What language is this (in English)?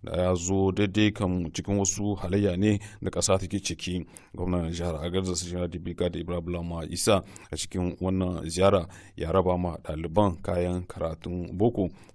Hausa